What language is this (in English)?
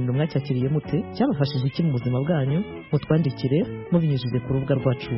Kinyarwanda